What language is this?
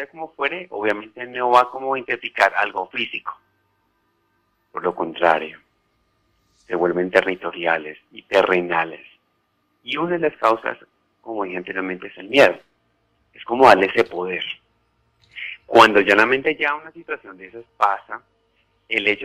Spanish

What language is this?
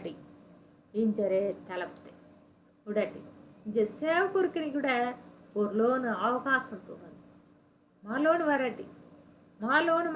Koya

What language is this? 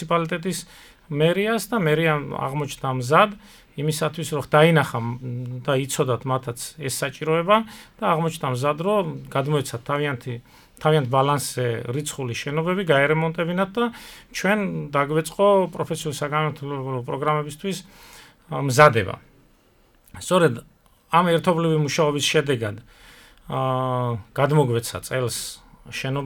Georgian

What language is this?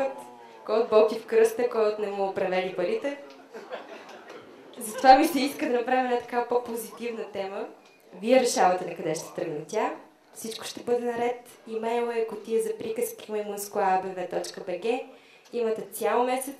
Bulgarian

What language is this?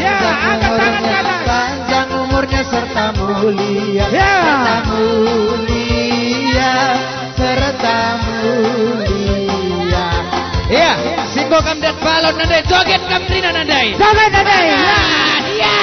Batak Karo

